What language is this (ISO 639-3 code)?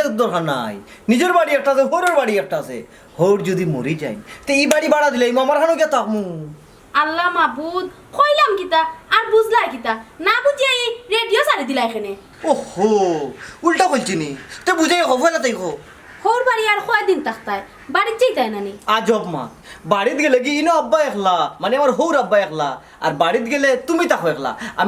syl